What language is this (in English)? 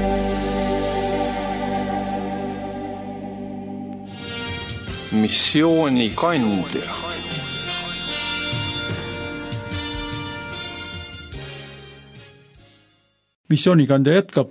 Estonian